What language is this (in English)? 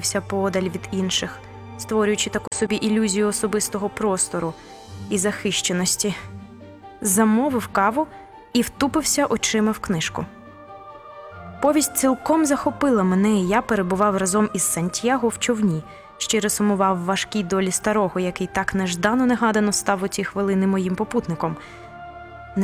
Ukrainian